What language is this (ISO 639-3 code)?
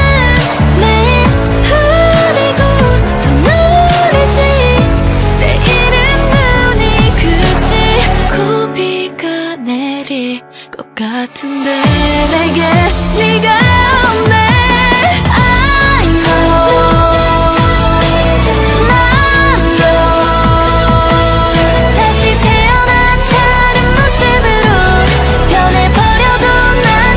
kor